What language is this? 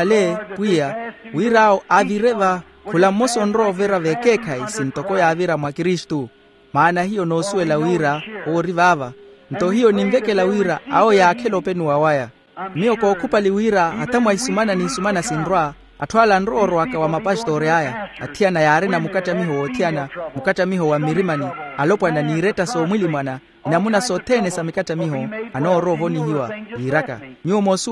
Makhuwa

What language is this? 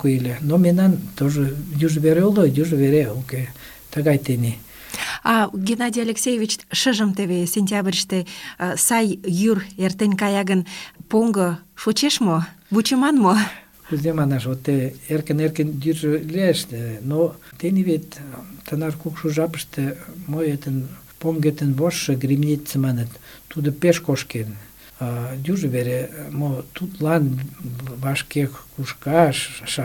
Mari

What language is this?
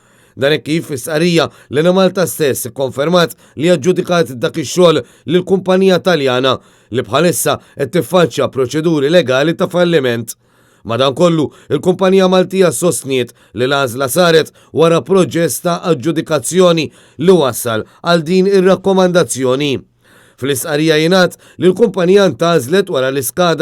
Maltese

